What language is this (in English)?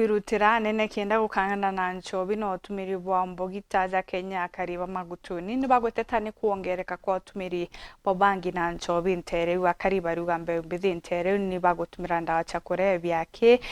Meru